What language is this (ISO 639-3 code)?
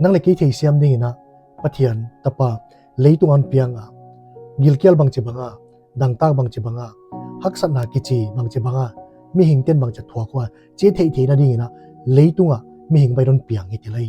pck